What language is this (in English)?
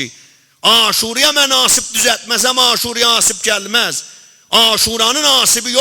South Azerbaijani